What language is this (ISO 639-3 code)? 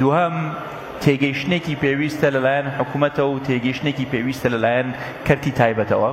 ckb